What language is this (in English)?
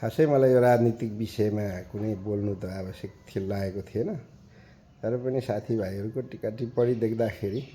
Nepali